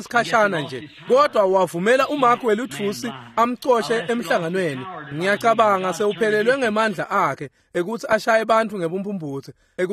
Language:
Swati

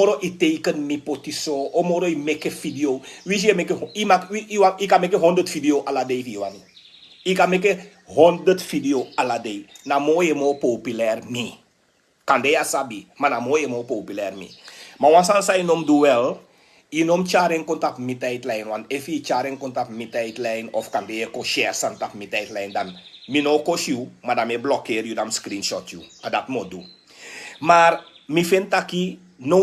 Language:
Sranan Tongo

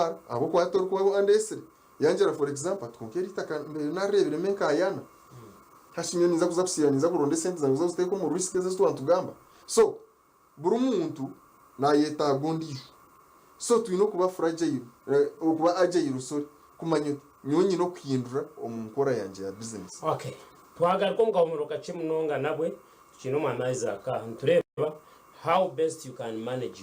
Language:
Nyankole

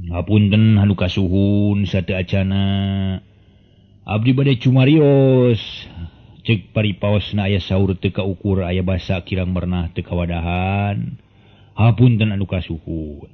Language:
Sundanese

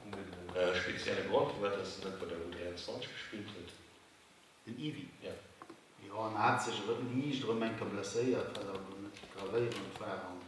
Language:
Luxembourgish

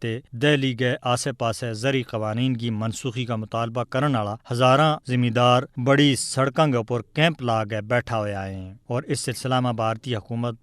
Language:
Gujari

